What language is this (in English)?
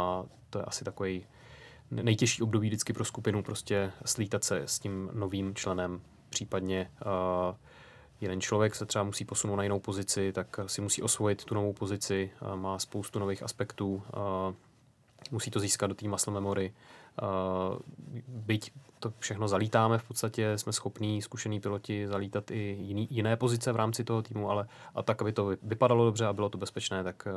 Czech